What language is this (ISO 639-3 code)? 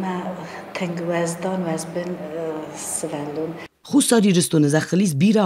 oss